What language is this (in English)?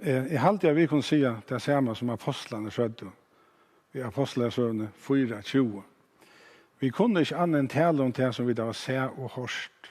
Faroese